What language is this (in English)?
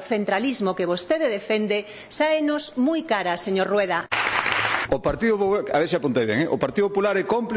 Galician